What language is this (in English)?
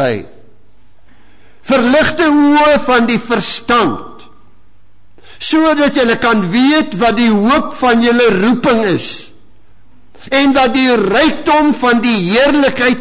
Afrikaans